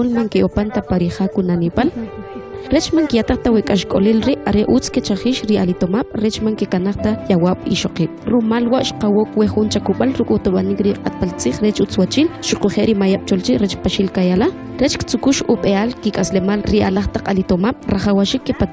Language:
Kʼicheʼ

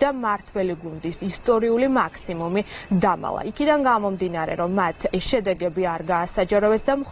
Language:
Georgian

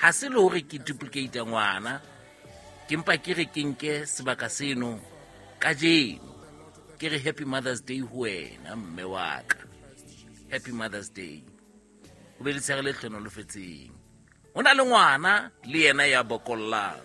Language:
Southern Sotho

